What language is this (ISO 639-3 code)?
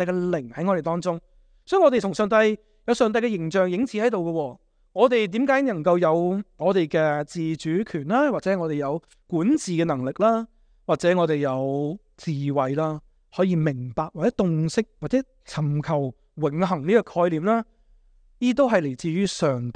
yue